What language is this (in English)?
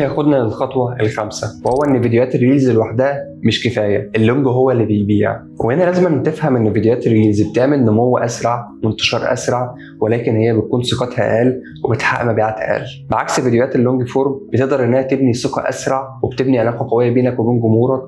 Egyptian Arabic